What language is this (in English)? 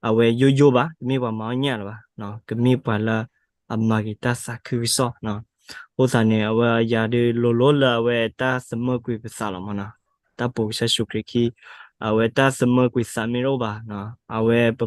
S'gaw Karen